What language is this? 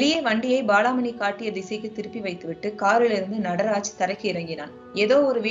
Tamil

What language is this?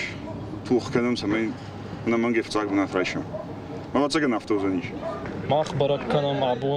Ossetic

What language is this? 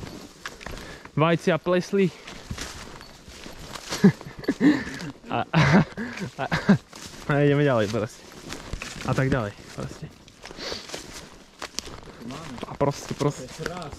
Slovak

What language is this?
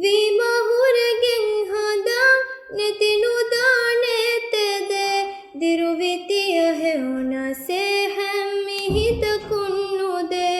Divehi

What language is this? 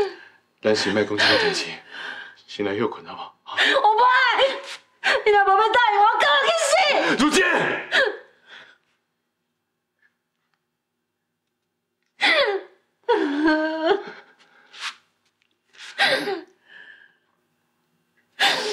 Min Nan Chinese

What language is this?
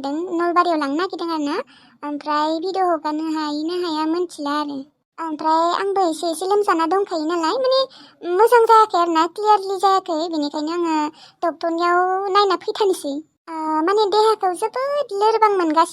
Bodo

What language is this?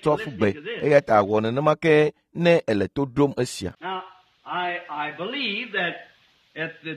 Ewe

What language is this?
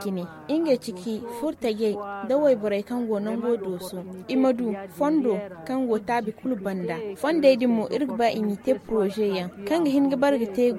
Zarma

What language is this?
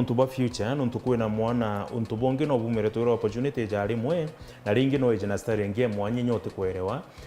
Meru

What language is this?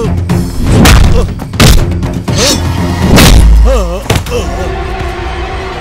Malayalam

